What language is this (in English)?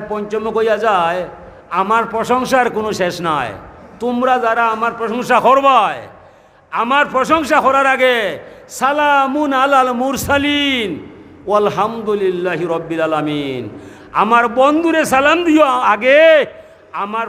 Sylheti